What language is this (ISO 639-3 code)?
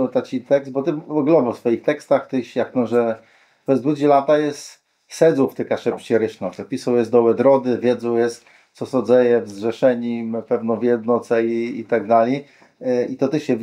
csb